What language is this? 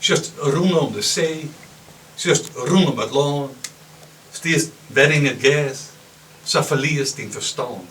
Western Frisian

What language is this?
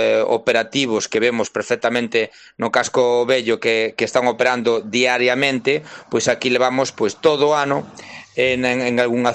Galician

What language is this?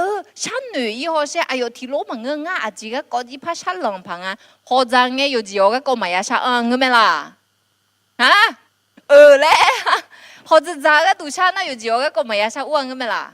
Akha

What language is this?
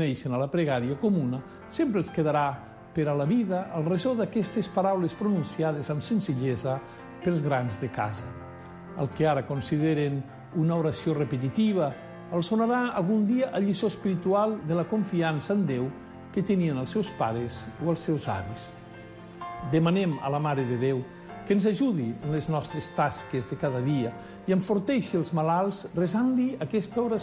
Catalan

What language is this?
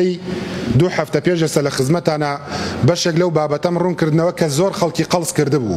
Central Kurdish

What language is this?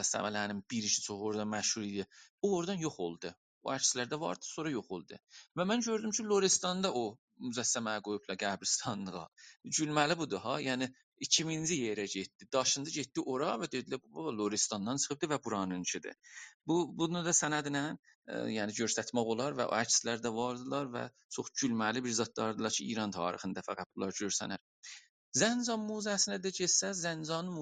South Azerbaijani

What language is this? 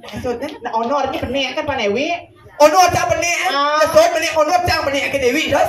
Balinese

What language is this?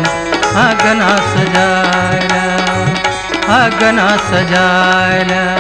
Bhojpuri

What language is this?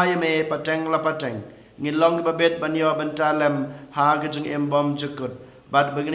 Khasi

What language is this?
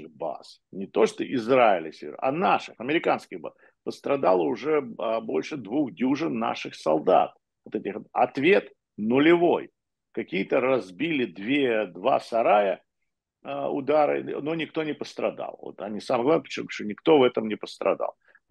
Russian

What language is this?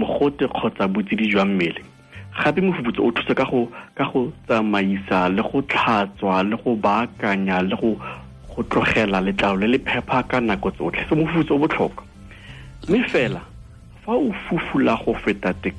Tswana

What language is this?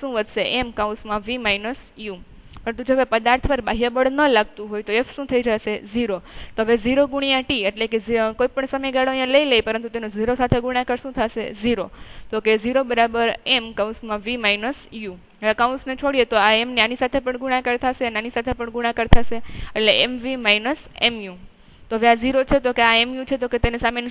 Gujarati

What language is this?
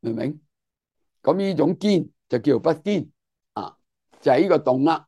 Cantonese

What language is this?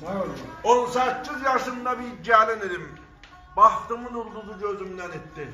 South Azerbaijani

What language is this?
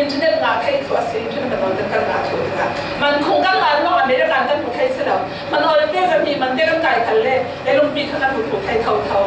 Falam Chin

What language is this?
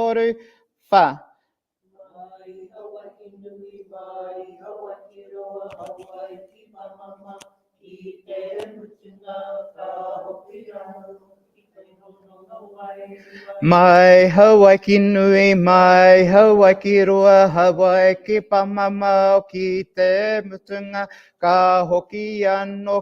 Māori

